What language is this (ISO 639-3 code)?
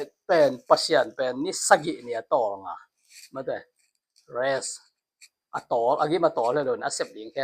ctd